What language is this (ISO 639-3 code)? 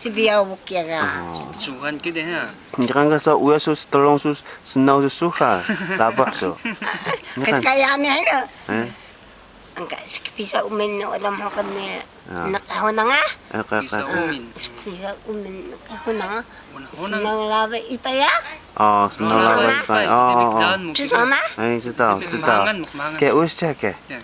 trv